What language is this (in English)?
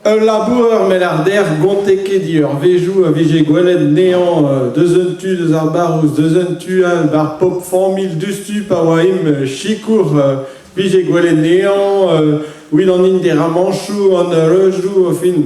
Breton